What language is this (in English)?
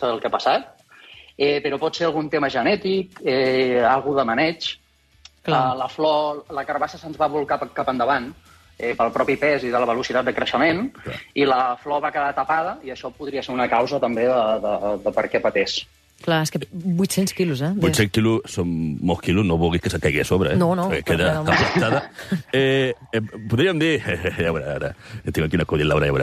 Catalan